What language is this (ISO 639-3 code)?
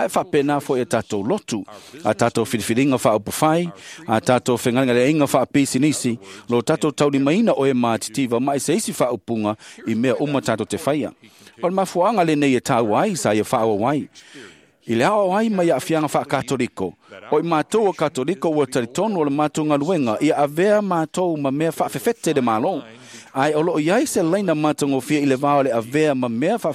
smo